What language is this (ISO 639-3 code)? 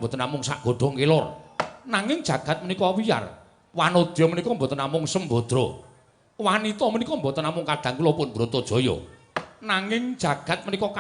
jav